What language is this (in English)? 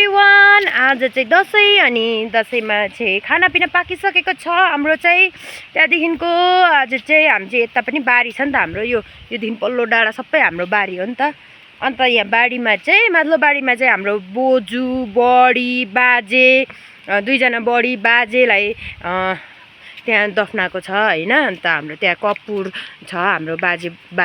Nepali